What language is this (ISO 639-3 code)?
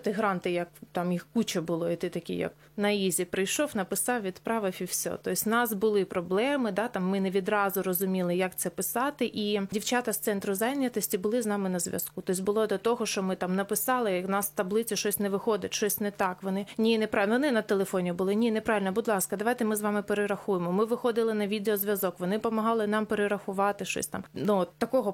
ukr